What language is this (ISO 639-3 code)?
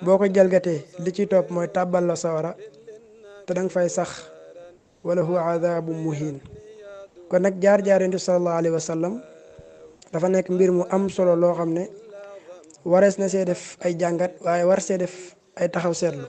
wol